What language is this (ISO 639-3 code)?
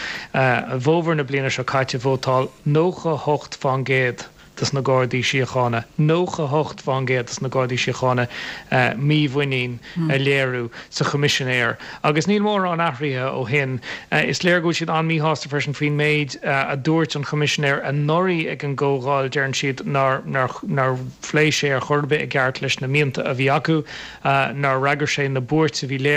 gle